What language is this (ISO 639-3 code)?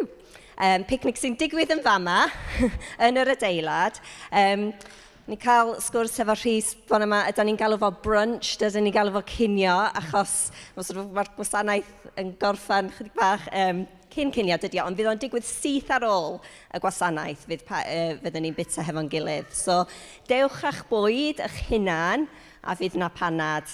cym